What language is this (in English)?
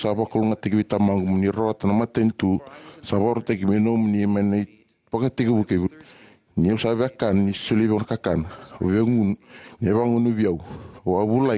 Fijian